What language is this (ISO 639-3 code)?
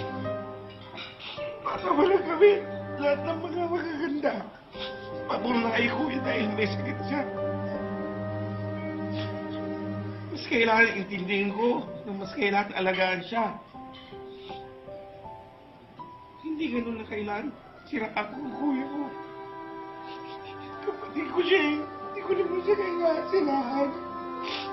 fil